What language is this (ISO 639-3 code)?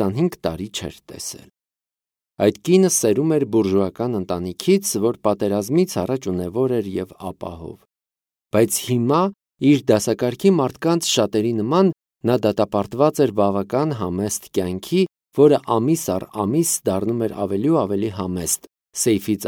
hye